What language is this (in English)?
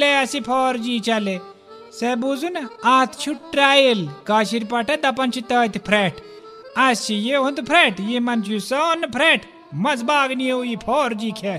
Kashmiri